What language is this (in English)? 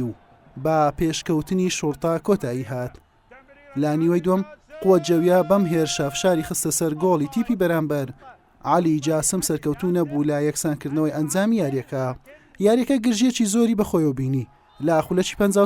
Central Kurdish